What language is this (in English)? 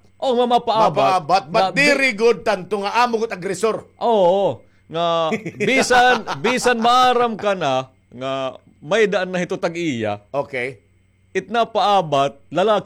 Waray